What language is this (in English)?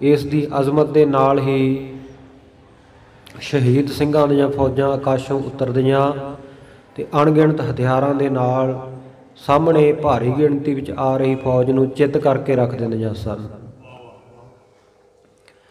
Punjabi